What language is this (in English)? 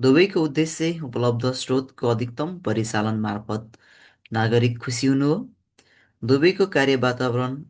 Nepali